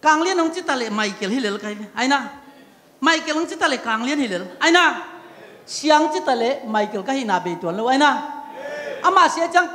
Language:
Tedim Chin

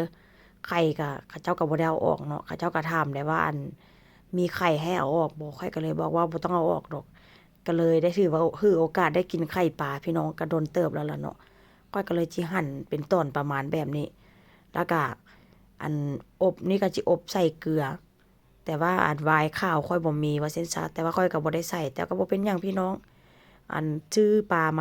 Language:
Northeastern Thai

